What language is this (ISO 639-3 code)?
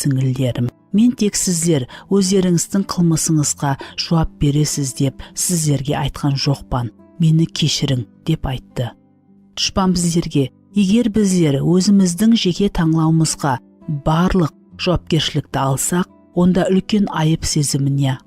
kaa